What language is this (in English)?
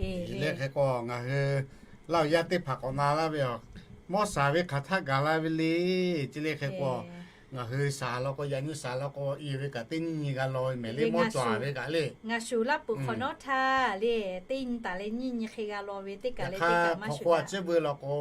Lahu